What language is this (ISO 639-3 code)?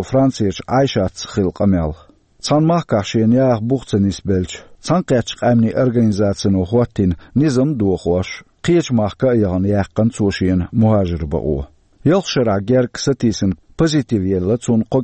che